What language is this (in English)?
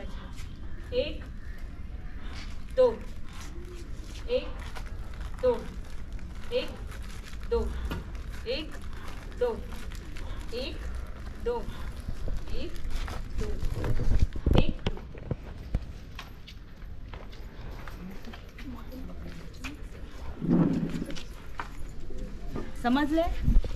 Marathi